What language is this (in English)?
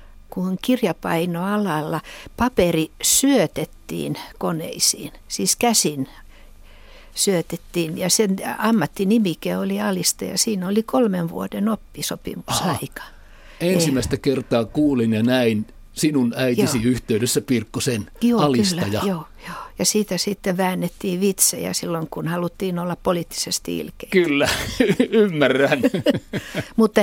Finnish